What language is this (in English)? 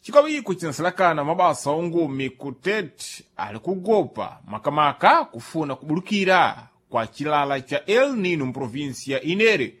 Sena